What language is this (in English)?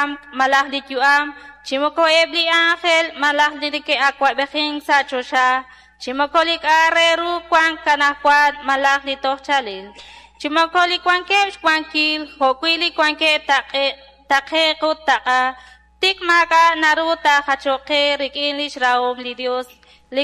Kekchí